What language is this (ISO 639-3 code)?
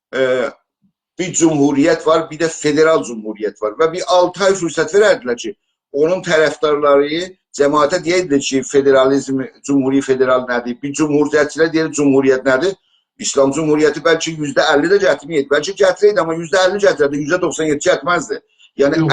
azb